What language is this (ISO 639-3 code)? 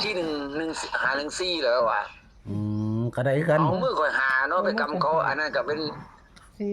tts